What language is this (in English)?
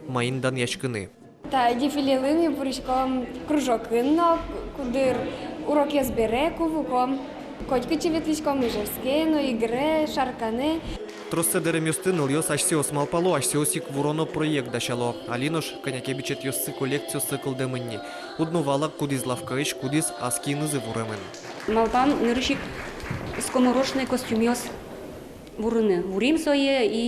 Udmurt